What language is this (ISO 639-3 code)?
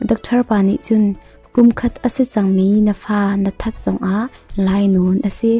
cnh